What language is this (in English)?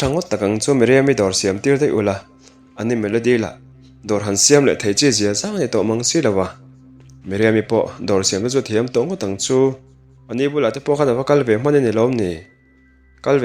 Mizo